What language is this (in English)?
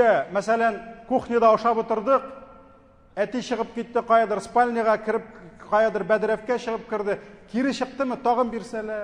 Tatar